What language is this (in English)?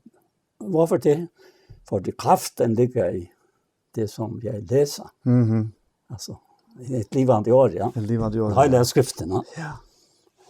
Faroese